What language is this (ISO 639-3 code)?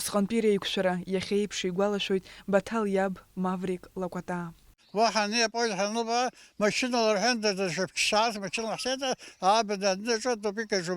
abk